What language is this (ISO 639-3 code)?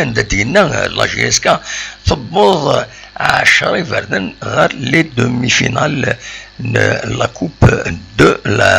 kab